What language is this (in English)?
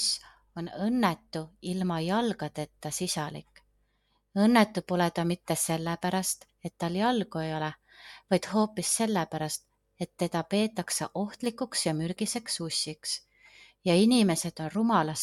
Estonian